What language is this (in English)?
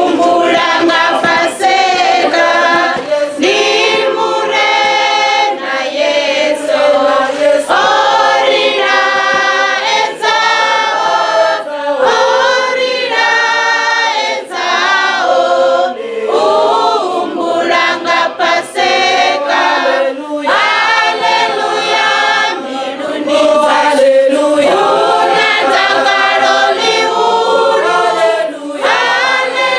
Venda